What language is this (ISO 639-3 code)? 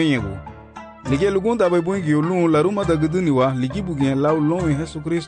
cab